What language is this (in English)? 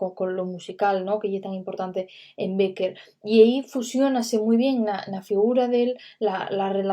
Asturian